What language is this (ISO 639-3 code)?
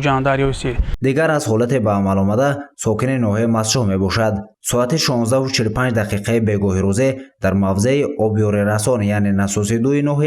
tgk